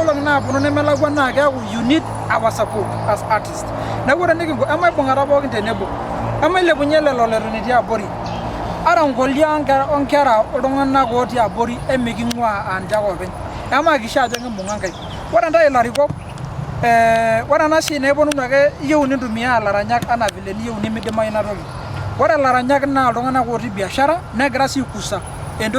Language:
Masai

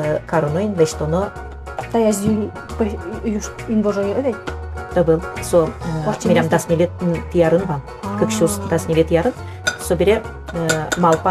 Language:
Udmurt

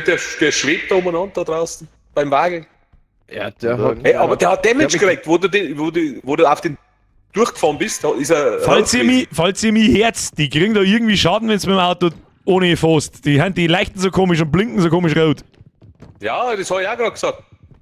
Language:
Bavarian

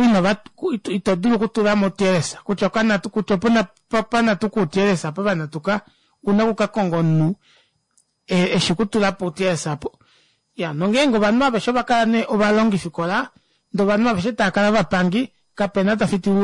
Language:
Kuanyama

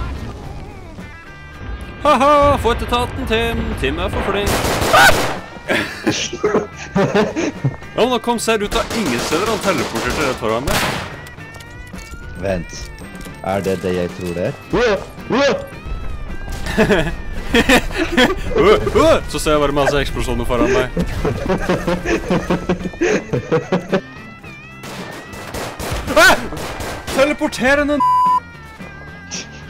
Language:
Norwegian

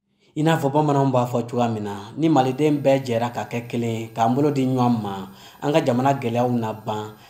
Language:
Bambara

